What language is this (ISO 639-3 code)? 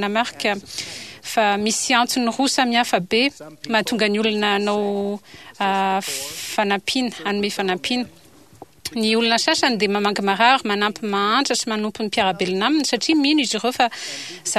mlg